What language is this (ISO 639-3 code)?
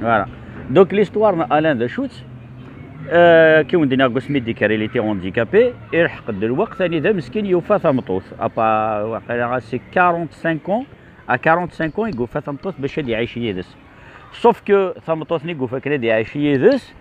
kab